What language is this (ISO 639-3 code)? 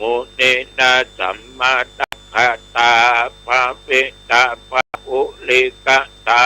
pli